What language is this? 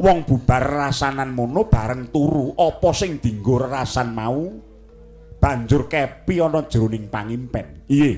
Javanese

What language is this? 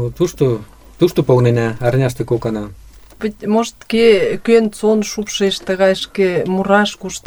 Mari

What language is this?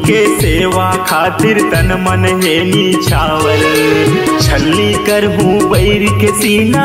Chhattisgarhi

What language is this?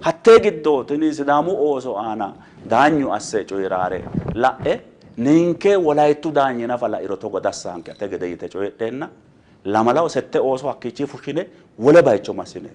Sidamo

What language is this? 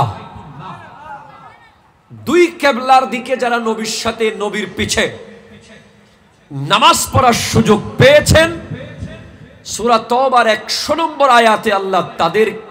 Bangla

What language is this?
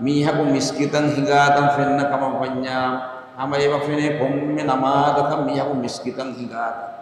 Divehi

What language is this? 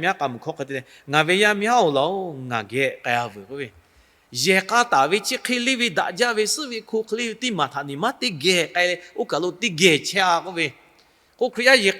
Lahu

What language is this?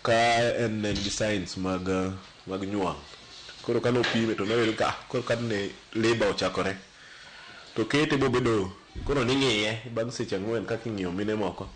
Luo (Kenya and Tanzania)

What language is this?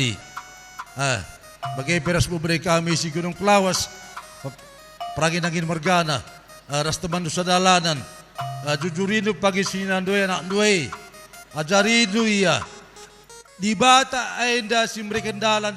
Batak Karo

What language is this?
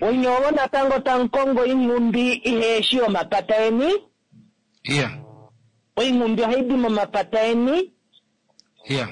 Kuanyama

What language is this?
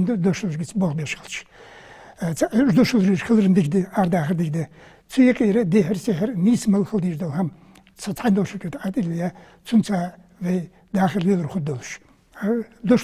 Ingush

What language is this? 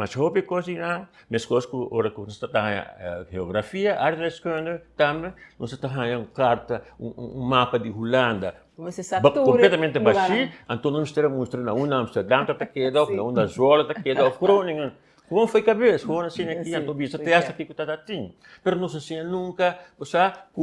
Papiamento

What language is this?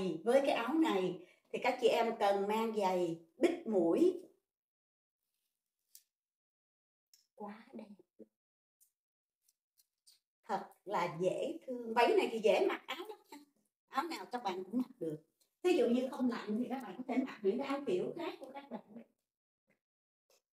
Vietnamese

